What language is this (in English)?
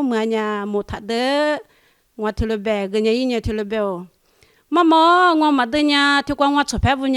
Lisu